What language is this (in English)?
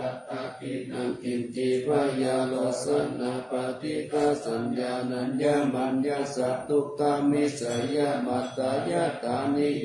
Pali